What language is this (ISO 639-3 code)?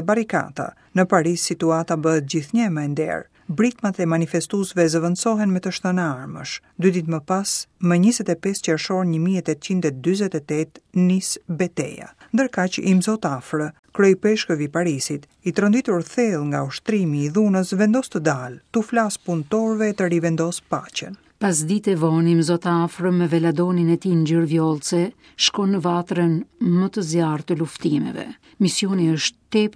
sqi